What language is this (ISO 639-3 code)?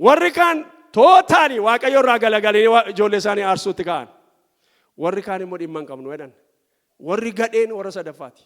orm